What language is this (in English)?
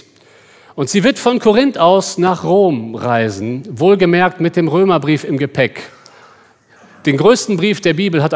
German